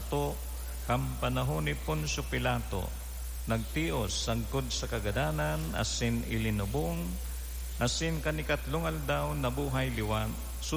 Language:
Bikol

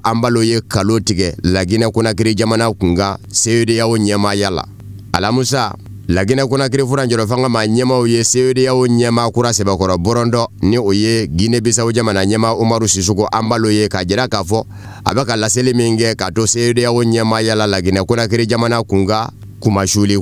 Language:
Bambara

